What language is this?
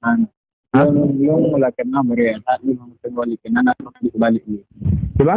Achinese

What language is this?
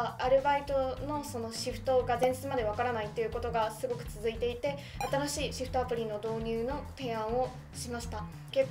Japanese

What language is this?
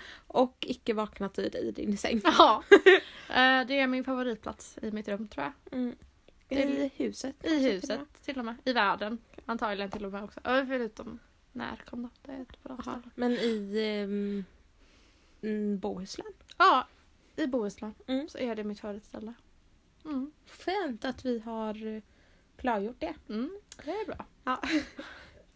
Swedish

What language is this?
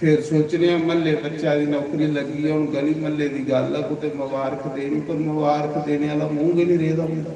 Dogri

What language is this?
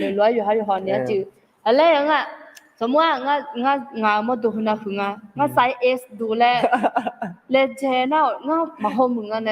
Akha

